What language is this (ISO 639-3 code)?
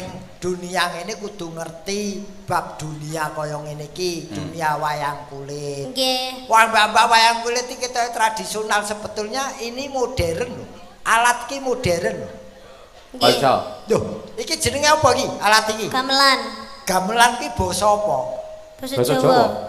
jav